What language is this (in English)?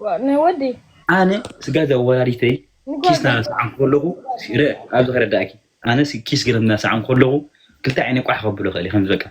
Tigrinya